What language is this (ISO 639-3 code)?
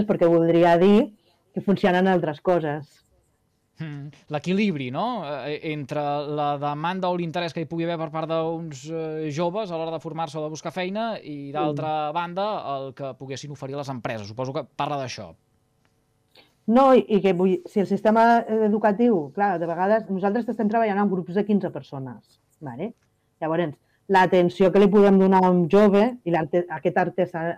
cat